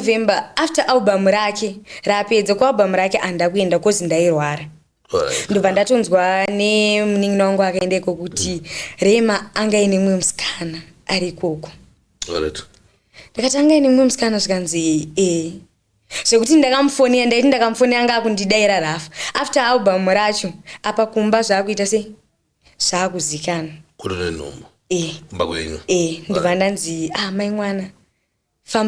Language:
Shona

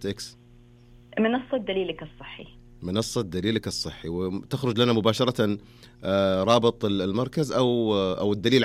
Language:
Najdi Arabic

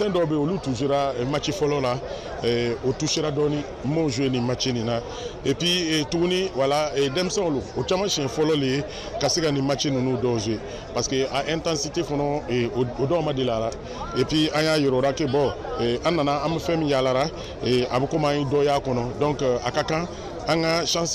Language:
Bambara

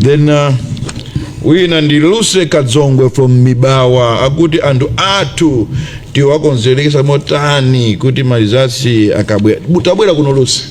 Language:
Nyanja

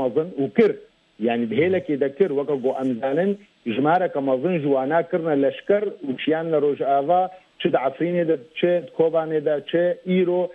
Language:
Kurdish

